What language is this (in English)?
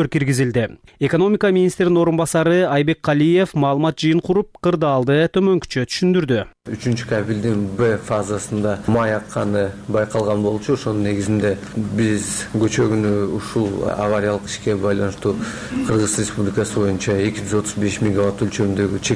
Kyrgyz